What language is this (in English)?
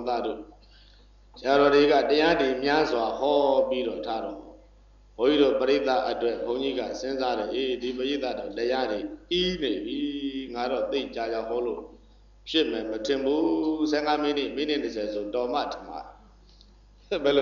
Burmese